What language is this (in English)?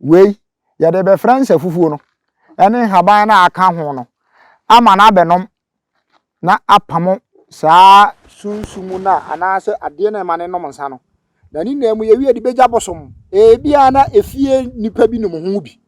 Akan